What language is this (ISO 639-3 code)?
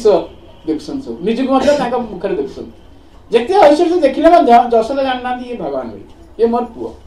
ori